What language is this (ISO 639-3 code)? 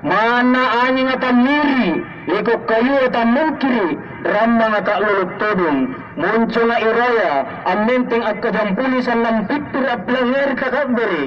mak